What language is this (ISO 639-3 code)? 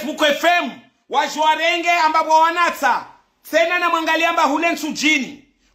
swa